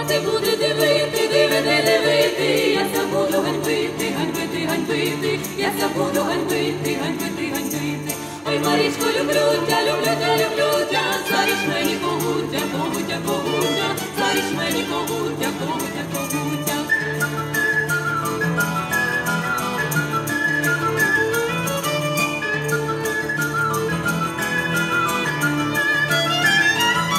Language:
Ukrainian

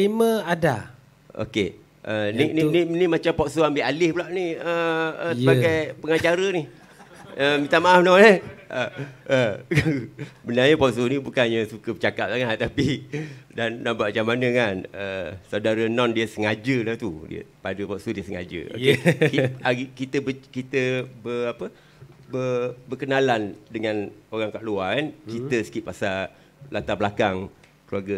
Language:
Malay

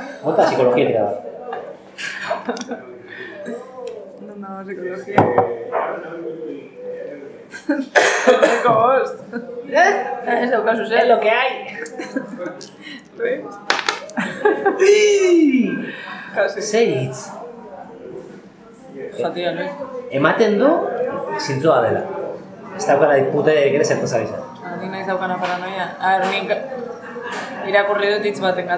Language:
Basque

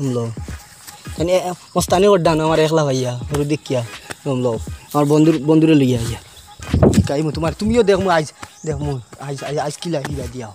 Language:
Sylheti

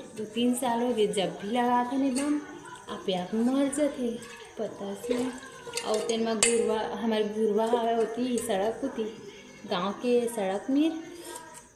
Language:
Chhattisgarhi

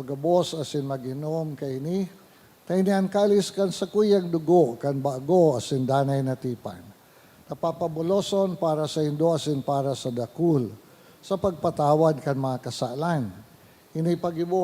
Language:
Bikol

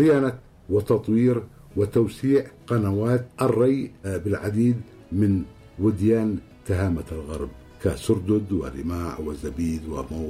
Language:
Arabic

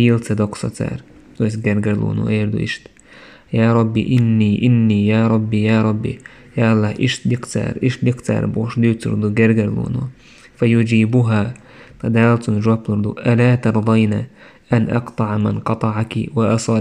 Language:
Chechen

